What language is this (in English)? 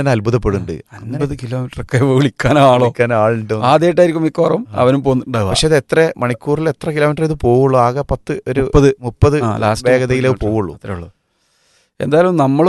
Malayalam